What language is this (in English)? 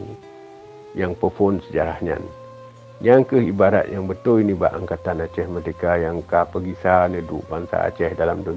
Achinese